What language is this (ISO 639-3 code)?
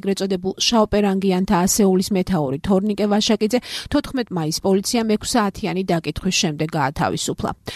kat